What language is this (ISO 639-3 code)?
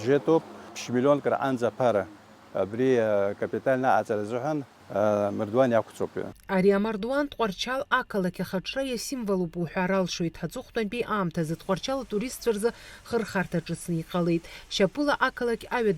abk